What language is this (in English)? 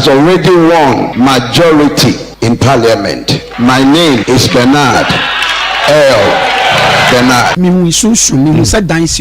Akan